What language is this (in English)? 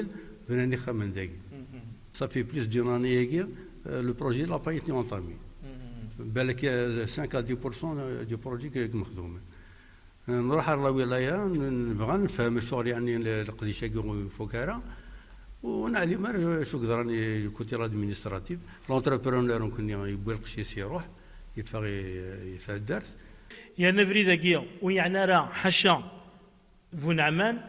Kabyle